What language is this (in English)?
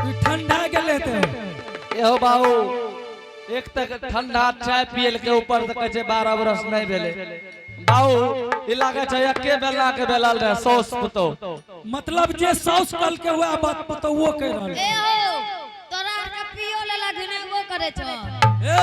Angika